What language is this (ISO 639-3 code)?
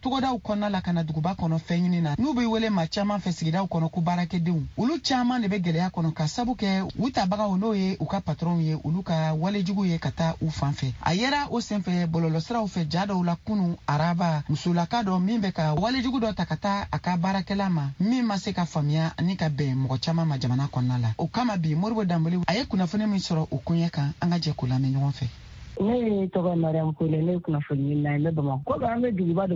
bam